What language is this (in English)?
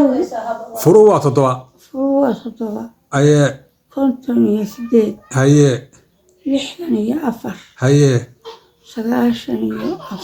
Somali